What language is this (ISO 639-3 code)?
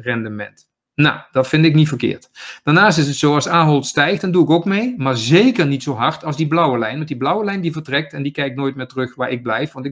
nld